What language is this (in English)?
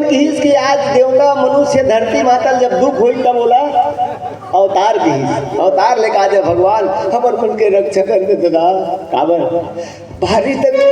Chhattisgarhi